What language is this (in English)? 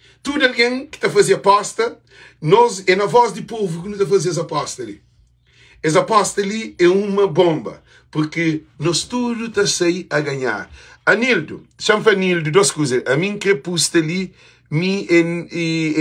Kabuverdianu